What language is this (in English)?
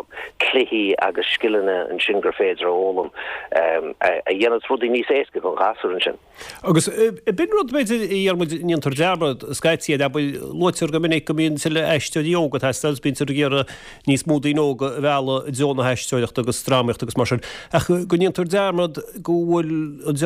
Irish